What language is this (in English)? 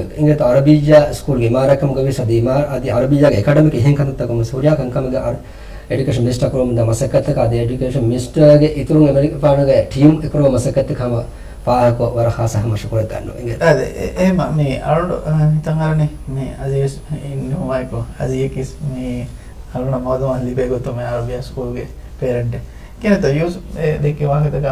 Divehi